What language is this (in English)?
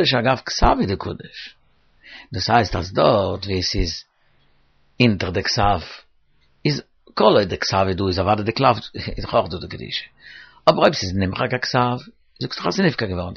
Yiddish